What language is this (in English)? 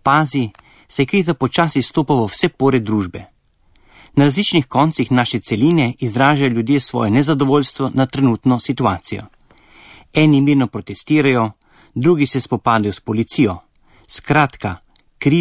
Slovenian